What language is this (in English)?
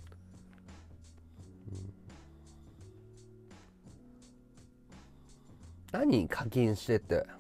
Japanese